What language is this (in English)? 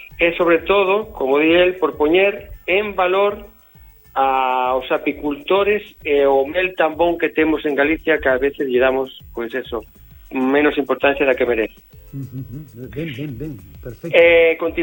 Galician